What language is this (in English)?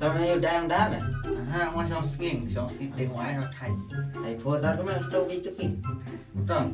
Khasi